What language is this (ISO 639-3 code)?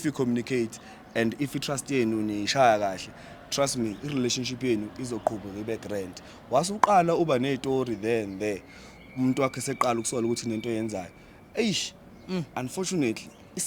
zul